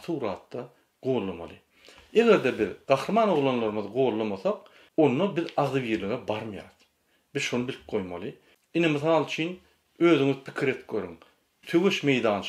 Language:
Turkmen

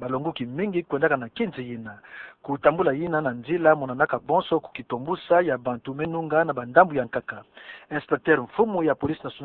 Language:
Kituba (Democratic Republic of Congo)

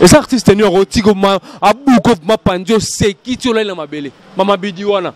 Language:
Lingala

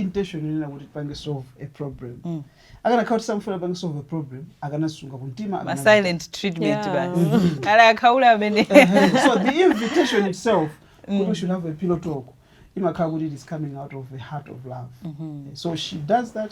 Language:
Nyanja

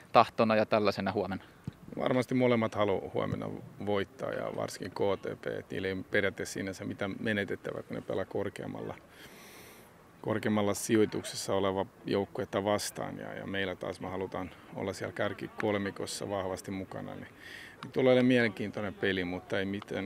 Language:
Finnish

